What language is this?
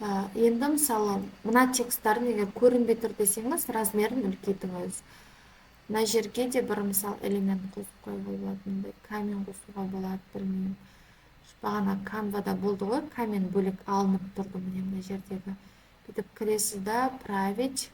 Kazakh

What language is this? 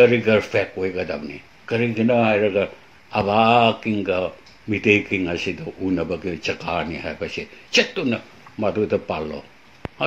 Manipuri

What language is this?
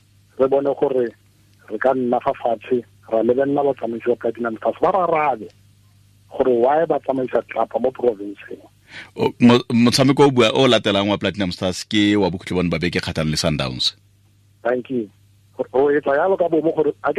Tswana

